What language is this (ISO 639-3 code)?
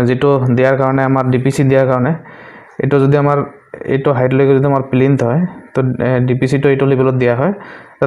asm